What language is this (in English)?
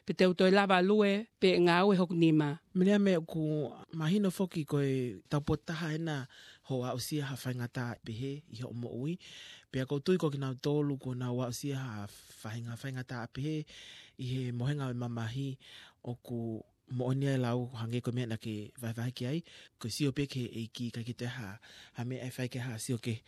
Tongan